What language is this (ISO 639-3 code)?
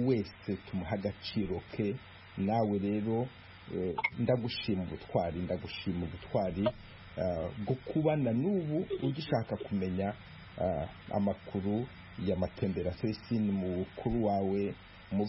kin